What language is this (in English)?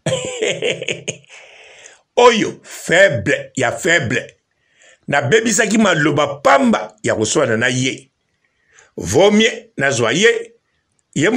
Lingala